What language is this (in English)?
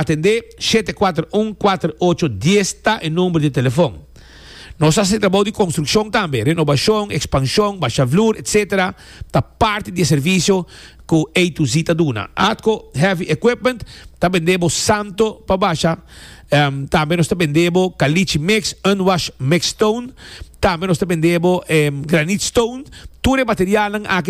Papiamento